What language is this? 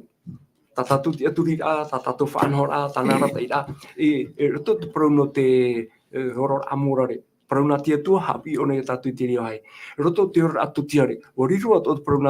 Tahitian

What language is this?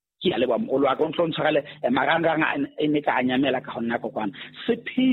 Southern Sotho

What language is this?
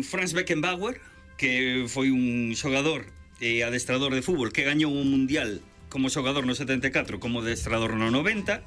Galician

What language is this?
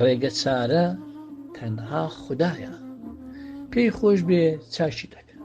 Central Kurdish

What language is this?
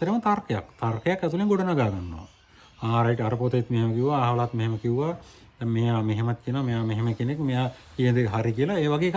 Sinhala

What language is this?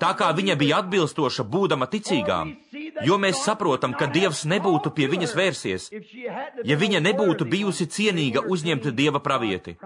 Latvian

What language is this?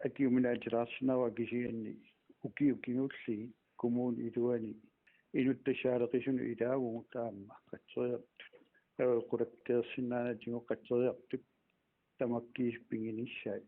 Kalaallisut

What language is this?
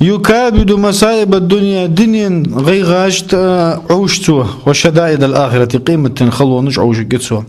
Ingush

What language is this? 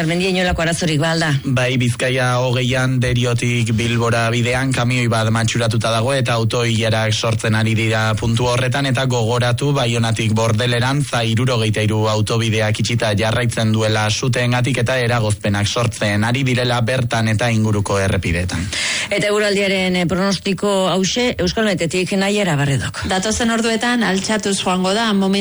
Basque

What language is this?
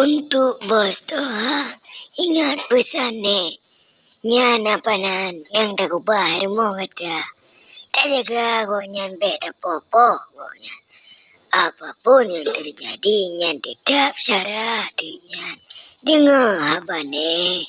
Achinese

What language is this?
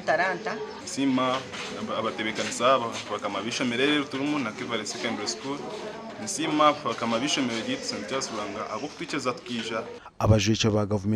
Nyankole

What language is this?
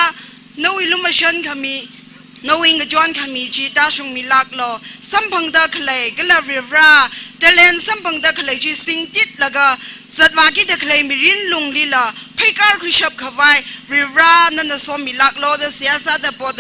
Tangkhul Naga (India)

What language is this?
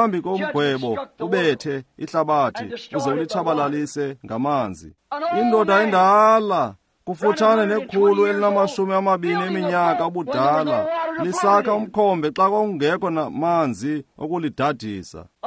Xhosa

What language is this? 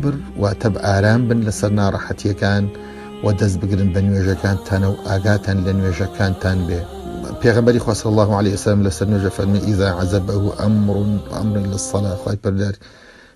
Central Kurdish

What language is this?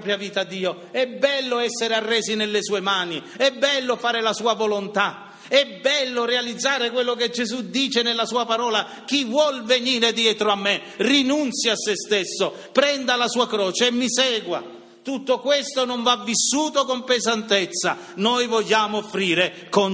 Italian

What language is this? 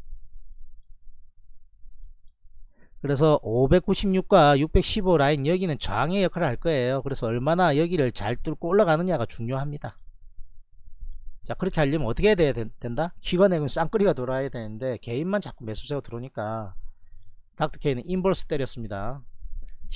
Korean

